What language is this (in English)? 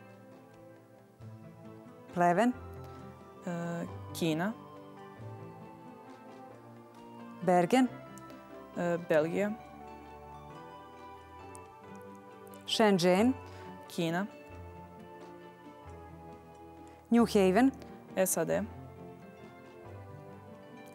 Serbian